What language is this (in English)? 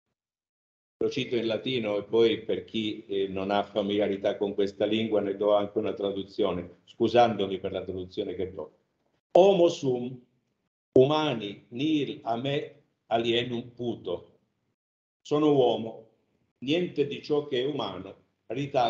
Italian